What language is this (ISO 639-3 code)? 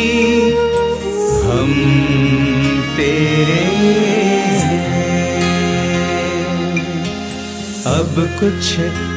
hin